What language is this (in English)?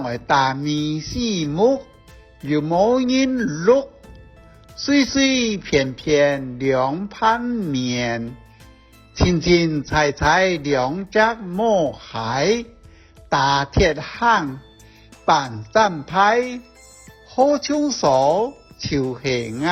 Hakka Chinese